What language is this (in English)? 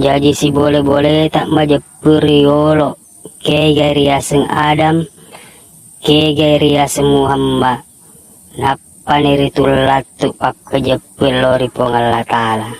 Buginese